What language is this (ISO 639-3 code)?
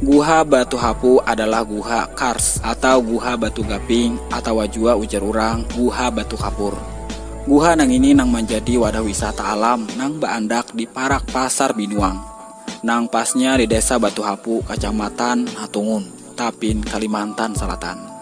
bjn